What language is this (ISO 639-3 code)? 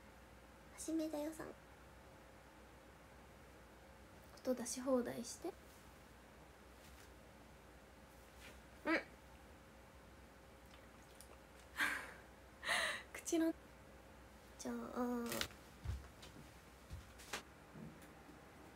jpn